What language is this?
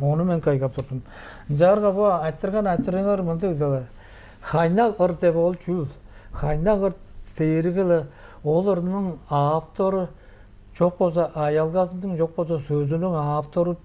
Tuvinian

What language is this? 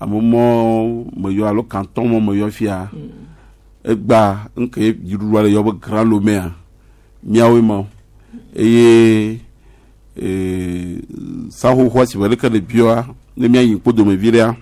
Gen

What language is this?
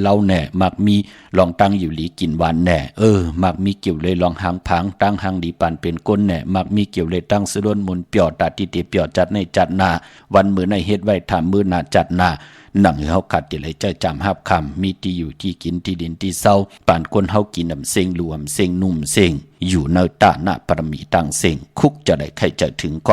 Shan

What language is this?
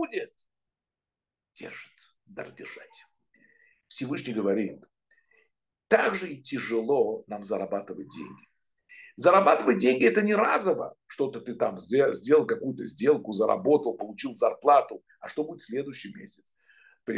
Russian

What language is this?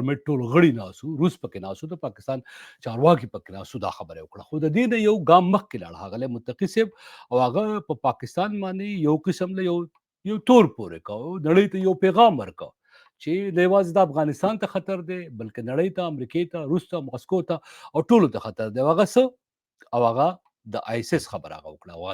Pashto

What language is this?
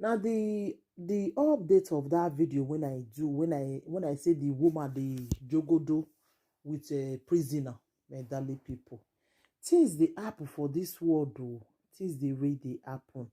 Nigerian Pidgin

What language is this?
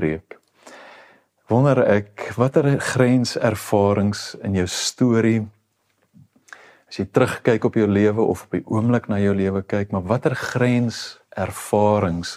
Afrikaans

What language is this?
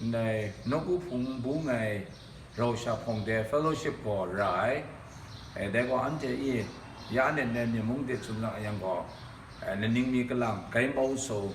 Kachin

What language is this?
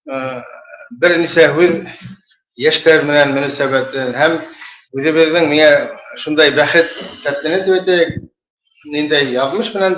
Bashkir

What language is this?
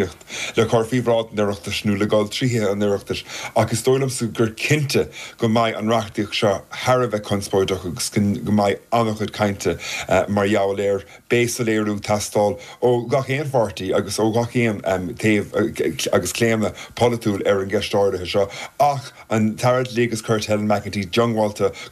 Irish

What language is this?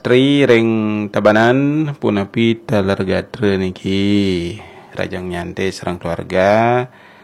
Balinese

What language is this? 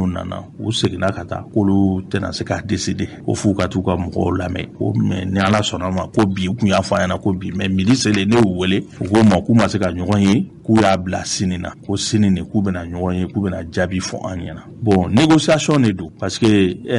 Bambara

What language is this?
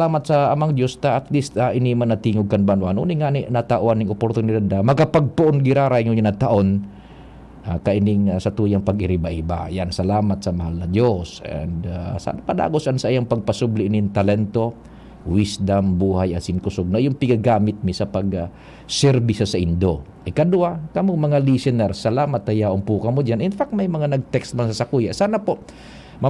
Bikol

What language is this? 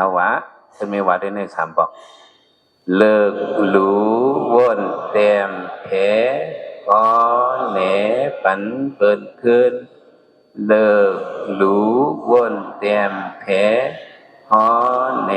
Shan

